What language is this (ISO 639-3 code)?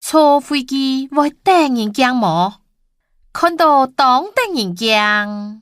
hak